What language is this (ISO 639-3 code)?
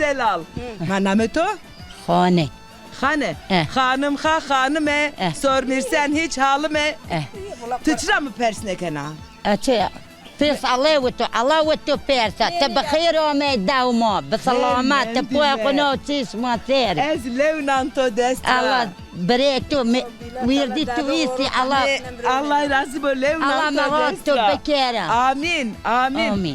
zza